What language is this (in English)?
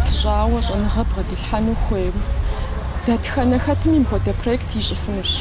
Kabardian